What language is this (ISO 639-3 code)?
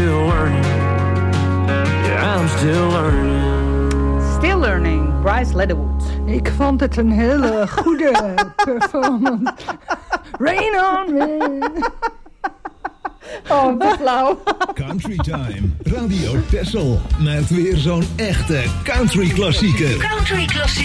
nld